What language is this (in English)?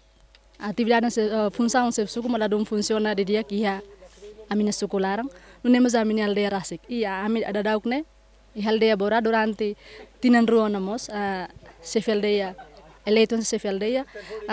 Tetum